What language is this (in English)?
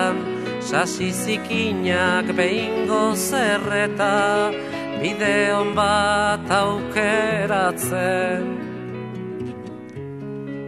Basque